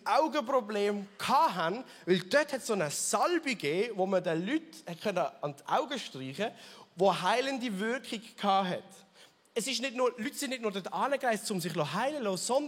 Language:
Swiss German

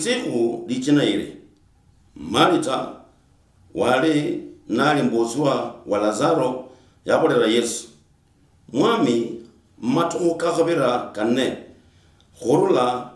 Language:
Luyia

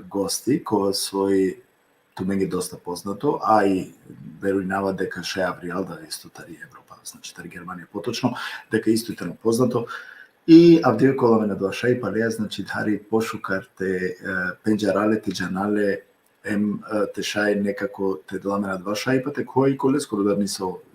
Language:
Balkan Romani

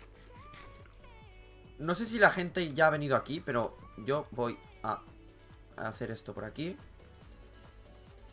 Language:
Spanish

